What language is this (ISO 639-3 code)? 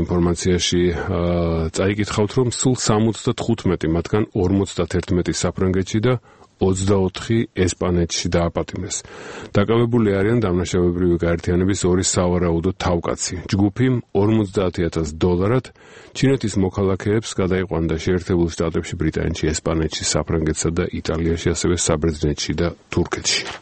kat